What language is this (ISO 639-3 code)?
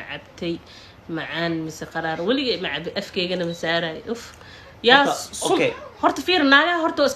som